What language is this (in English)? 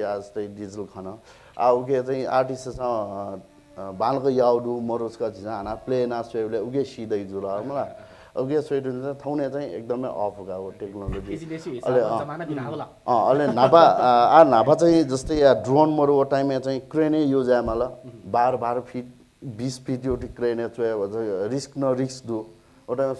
Newari